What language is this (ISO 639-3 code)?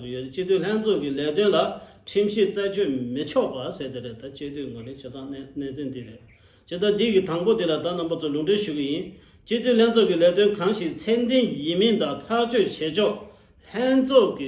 bod